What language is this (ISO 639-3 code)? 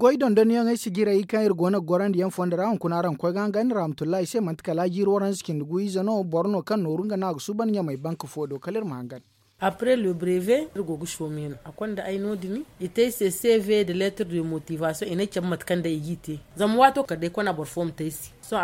dje